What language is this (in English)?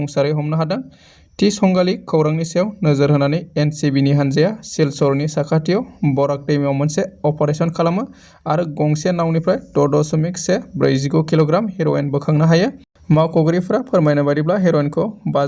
Bodo